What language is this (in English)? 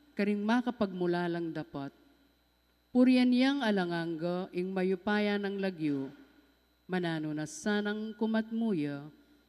Pampanga